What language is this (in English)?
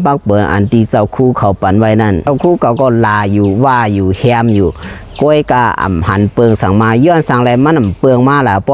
Lao